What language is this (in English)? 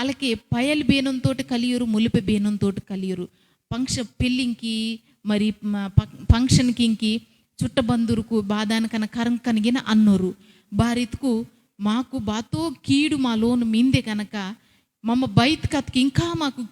Koya